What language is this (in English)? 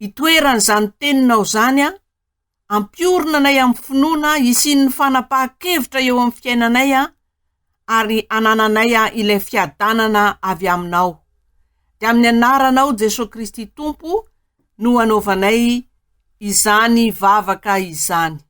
Malagasy